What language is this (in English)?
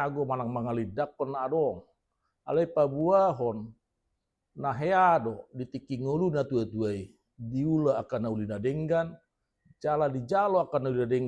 Batak Toba